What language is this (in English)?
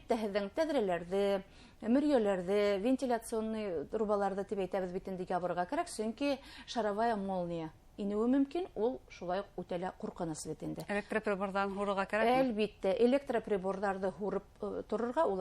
Bashkir